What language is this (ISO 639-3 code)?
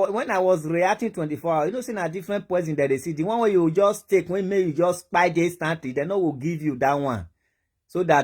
pcm